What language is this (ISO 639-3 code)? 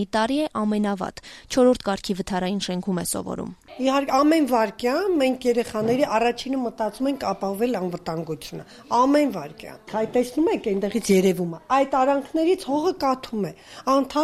hye